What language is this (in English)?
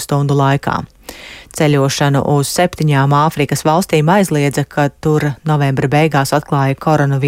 Latvian